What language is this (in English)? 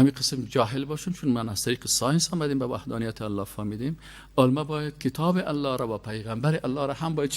Persian